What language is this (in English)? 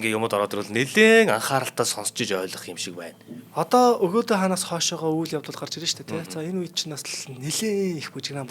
Mongolian